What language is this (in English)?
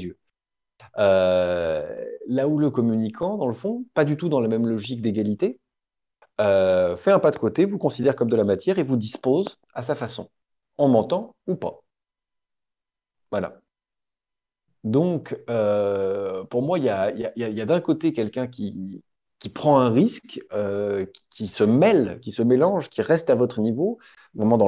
French